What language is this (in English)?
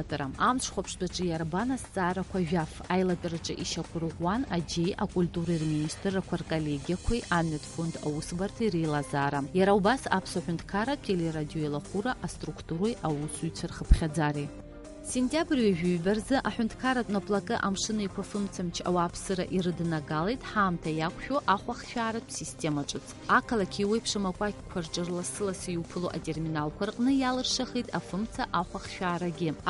Abkhazian